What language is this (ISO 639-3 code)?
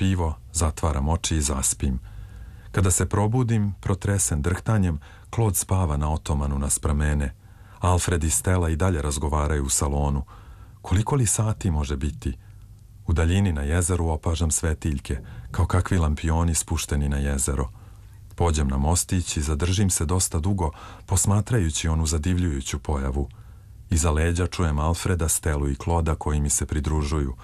srp